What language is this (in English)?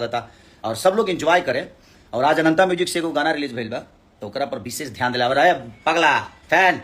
Bhojpuri